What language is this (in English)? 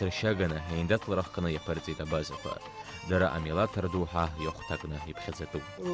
Abkhazian